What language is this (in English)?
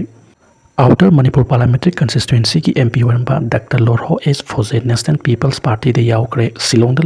Manipuri